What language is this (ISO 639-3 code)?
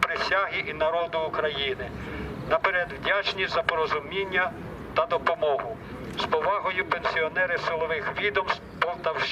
ukr